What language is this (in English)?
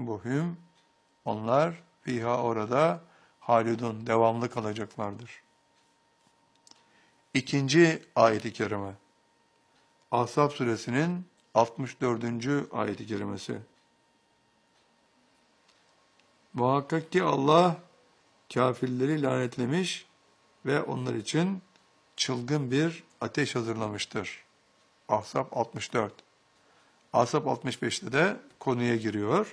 Turkish